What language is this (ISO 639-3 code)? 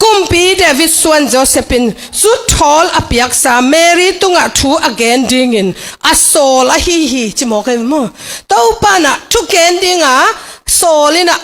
ctd